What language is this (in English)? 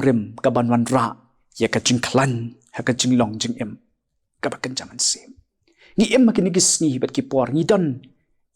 Khasi